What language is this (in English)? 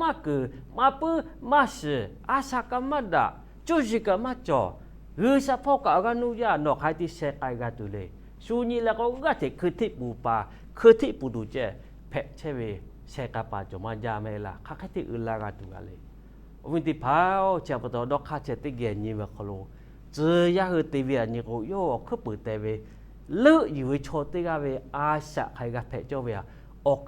Lahu